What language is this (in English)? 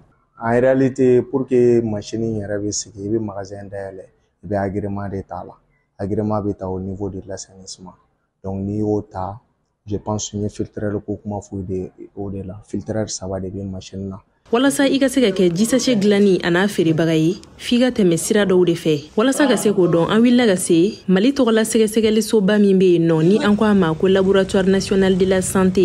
Bambara